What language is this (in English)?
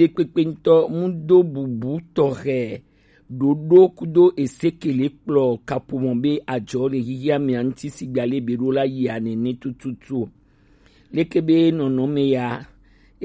Gen